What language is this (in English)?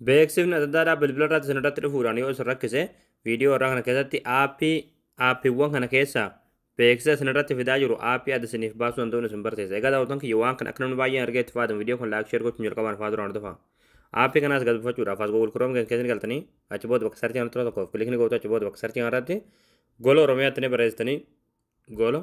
Oromo